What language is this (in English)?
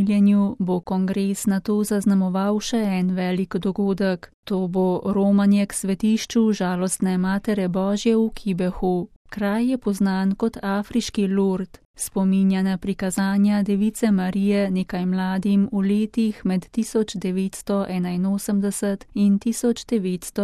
Slovenian